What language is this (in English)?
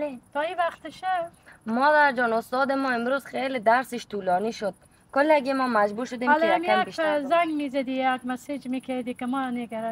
Persian